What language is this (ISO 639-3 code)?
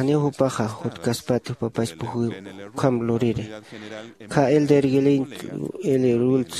aym